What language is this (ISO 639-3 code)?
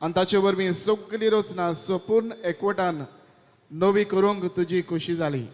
kok